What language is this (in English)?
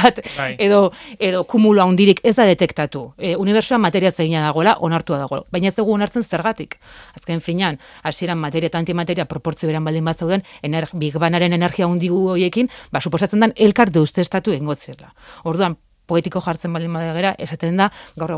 Basque